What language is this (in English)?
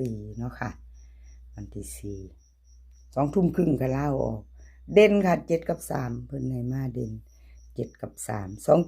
Northeastern Thai